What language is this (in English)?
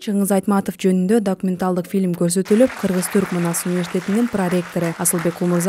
Kyrgyz